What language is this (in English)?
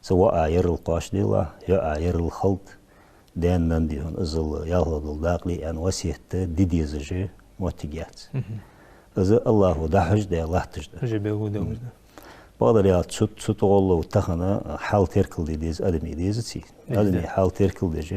Ingush